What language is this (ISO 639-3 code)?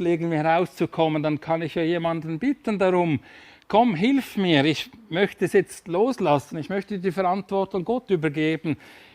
gsw